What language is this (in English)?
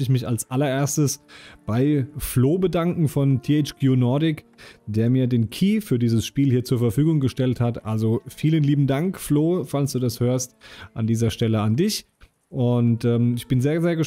German